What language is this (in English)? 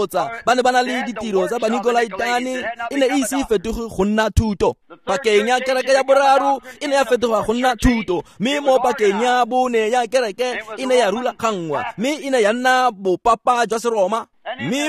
Tswana